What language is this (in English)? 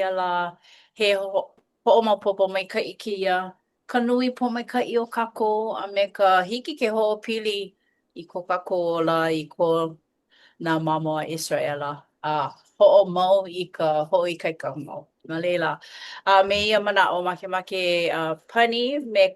Hawaiian